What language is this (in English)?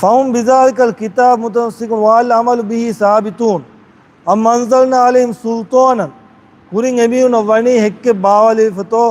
Divehi